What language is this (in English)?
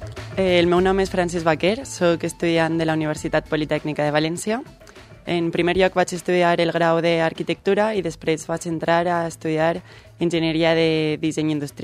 Catalan